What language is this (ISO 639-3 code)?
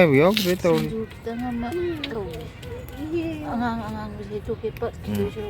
mni